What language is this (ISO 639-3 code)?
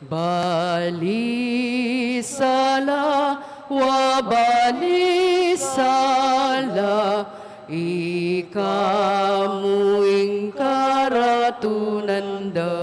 pam